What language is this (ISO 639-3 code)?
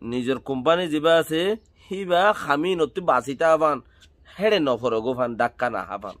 rhg